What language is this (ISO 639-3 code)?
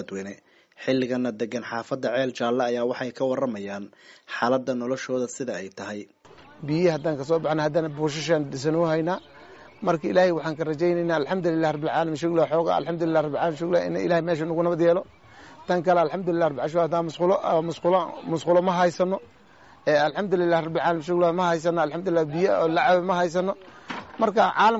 som